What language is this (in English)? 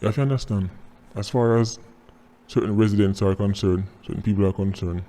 Jamaican Creole English